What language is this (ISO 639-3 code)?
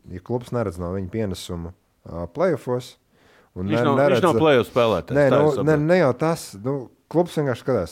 lav